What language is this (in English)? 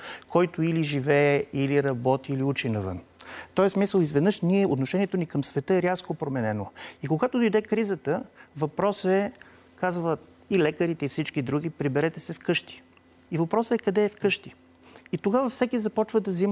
Bulgarian